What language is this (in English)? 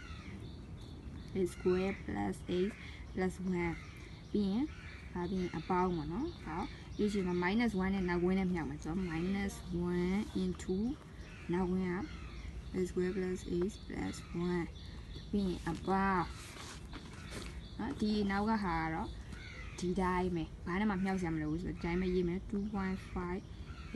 Burmese